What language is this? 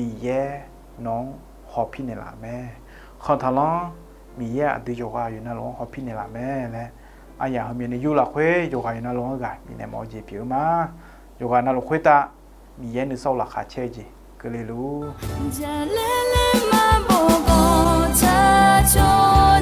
Akha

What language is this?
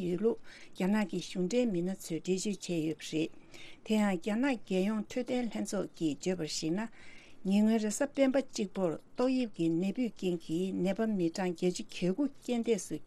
Tibetan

